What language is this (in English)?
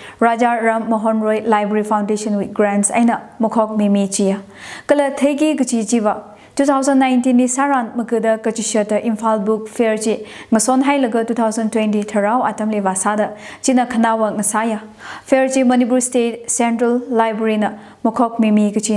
Tangkhul Naga (India)